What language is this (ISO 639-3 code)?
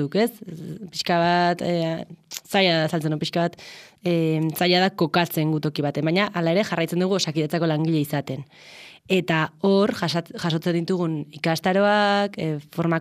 eus